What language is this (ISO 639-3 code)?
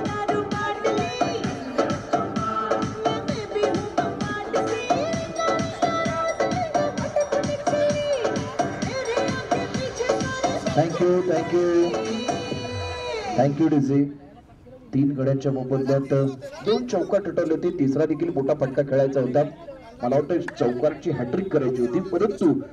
mar